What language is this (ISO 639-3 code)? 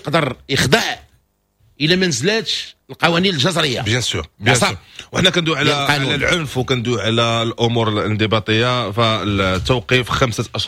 ary